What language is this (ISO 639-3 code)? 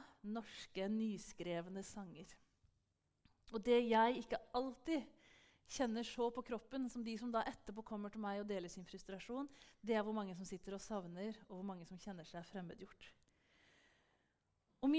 nor